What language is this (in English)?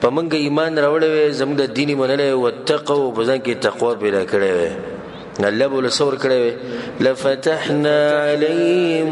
Pashto